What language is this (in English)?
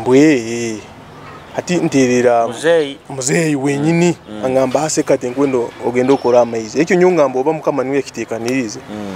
Nyoro